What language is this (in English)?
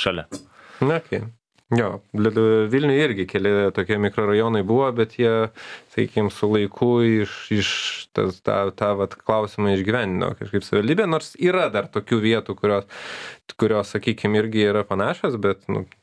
Lithuanian